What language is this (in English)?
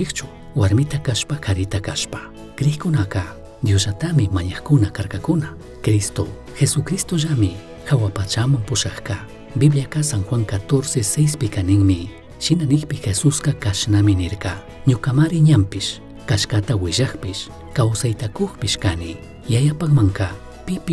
Chimborazo Highland Quichua